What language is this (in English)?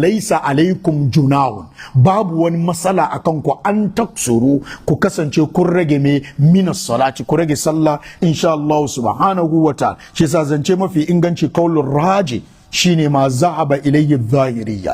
Hausa